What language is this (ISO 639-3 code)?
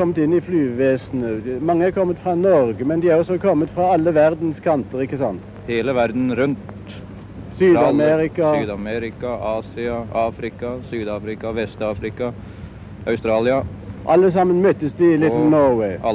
nor